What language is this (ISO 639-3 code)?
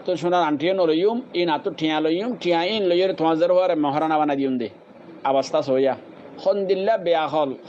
rhg